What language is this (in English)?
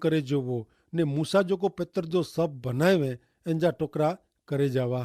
Kachhi